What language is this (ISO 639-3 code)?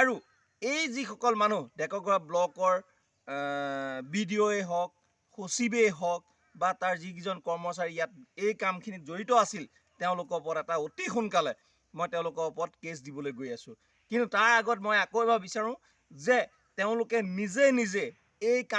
asm